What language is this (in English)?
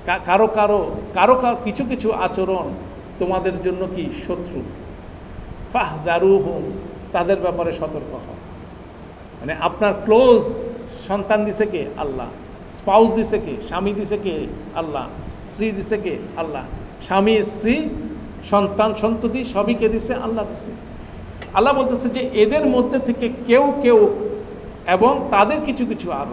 Bangla